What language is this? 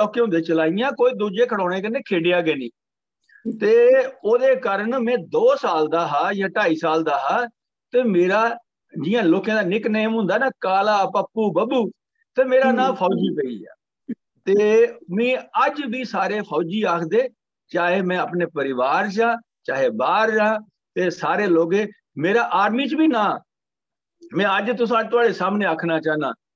Dogri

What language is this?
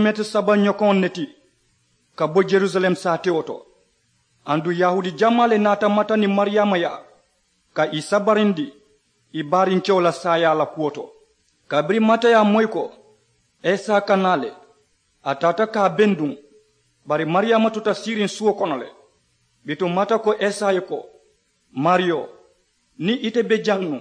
Mandingo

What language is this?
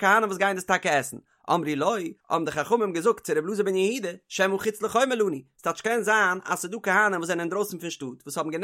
Yiddish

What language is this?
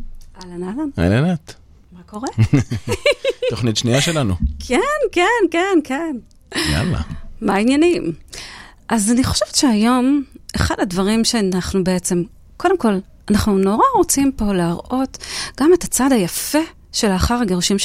Hebrew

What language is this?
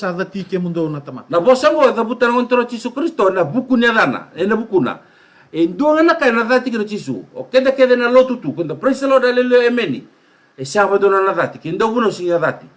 Fijian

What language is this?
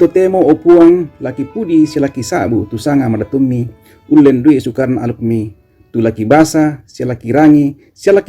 Toraja-Sa'dan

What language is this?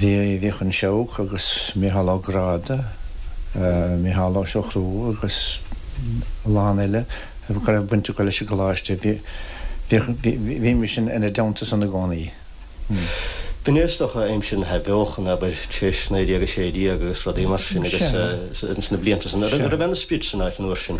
Irish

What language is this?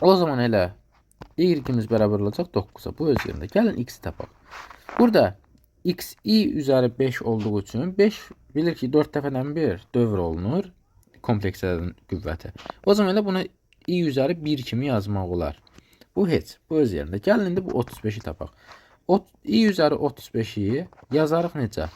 Azerbaijani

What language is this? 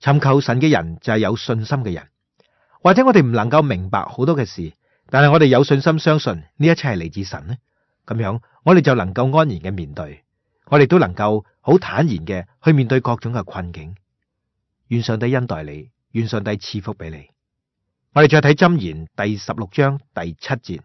Cantonese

